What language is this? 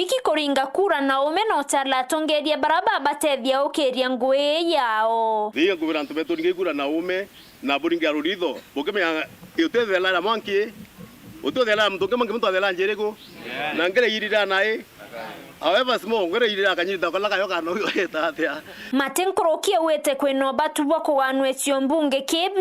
Meru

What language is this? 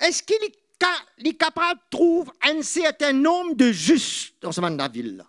Morisyen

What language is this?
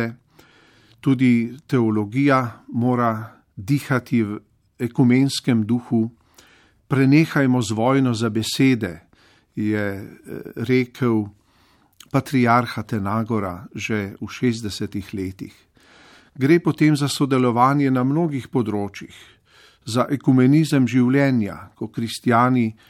Slovenian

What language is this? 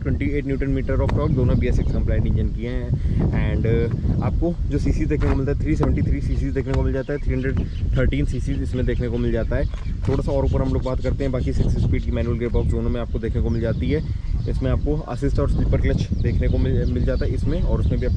Hindi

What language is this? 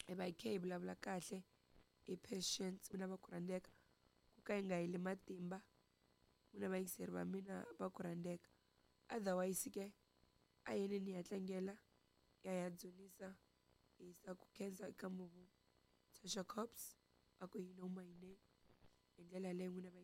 Tsonga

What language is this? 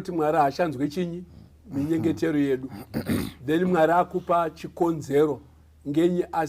Shona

